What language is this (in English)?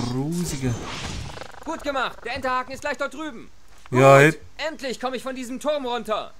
Swiss German